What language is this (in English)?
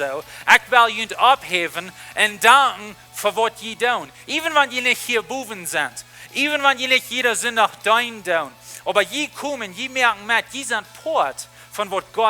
Plautdietsch